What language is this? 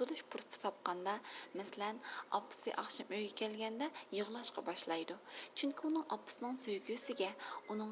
Uyghur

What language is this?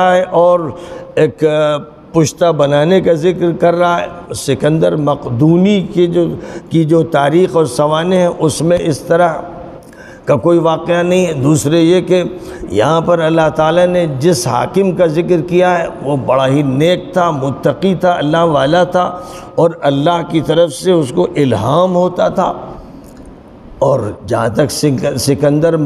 Urdu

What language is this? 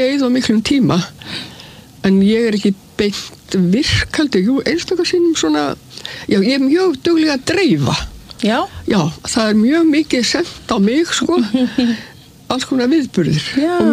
Icelandic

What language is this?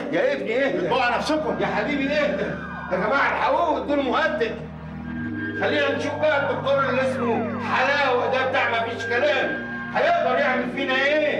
Egyptian Arabic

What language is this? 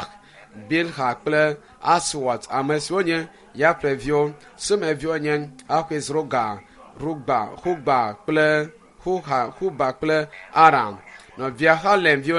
Ewe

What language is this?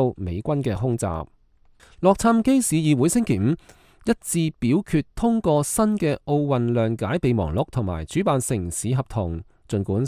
Cantonese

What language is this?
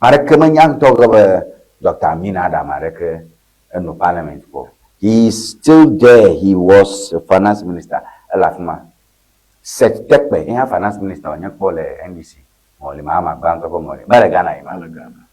Ewe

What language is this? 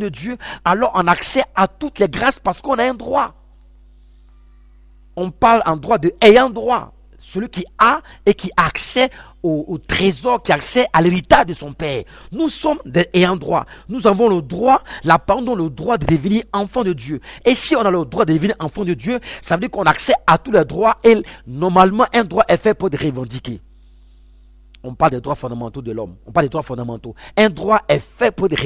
French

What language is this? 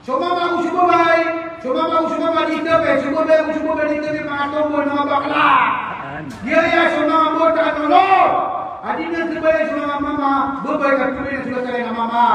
Maranao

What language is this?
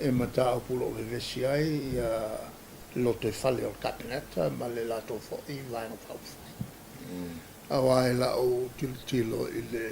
Samoan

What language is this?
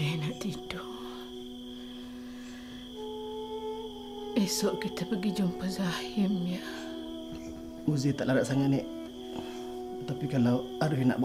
Malay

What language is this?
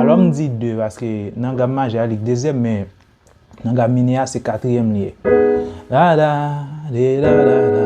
Haitian Creole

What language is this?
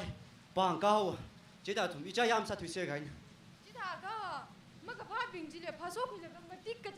Tangkhul Naga (India)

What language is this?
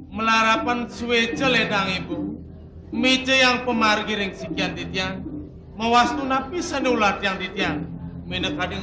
Balinese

